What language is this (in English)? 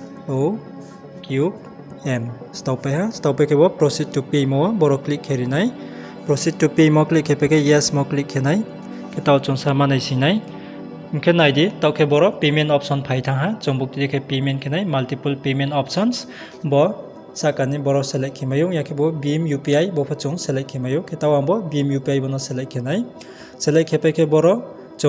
Riang (India)